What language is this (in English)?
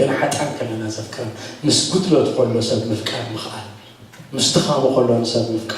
Tigrinya